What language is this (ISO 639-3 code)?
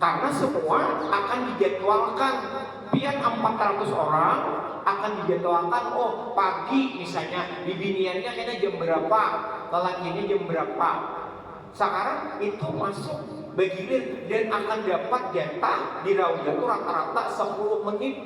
bjn